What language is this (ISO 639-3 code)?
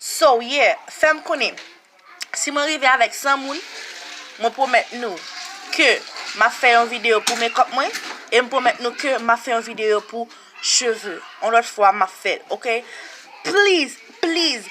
hat